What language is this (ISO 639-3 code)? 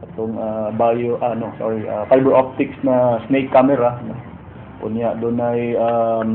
ceb